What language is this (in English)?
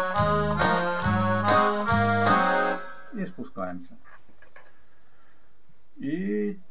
Ukrainian